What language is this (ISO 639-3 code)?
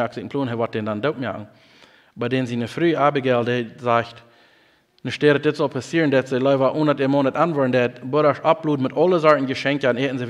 pdt